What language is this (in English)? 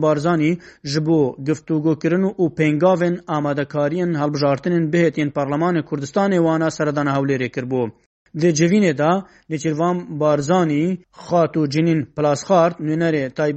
Kurdish